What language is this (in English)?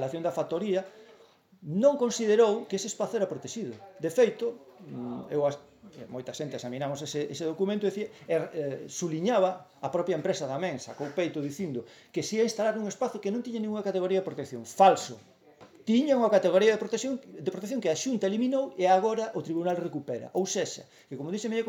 Galician